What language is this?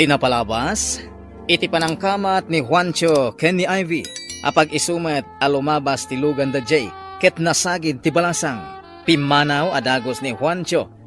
Iloko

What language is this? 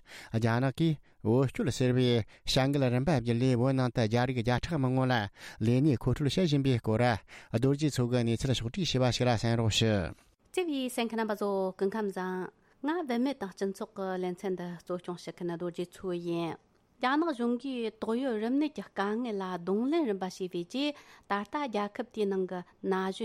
Tibetan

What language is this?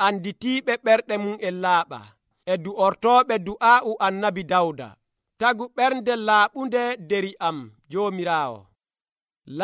Nigerian Fulfulde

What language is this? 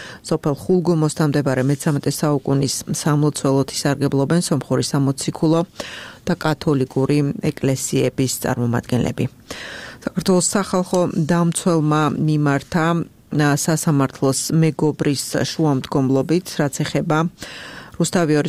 Georgian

